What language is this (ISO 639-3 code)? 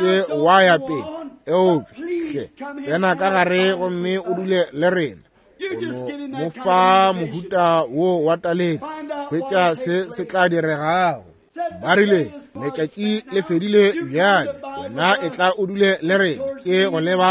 nso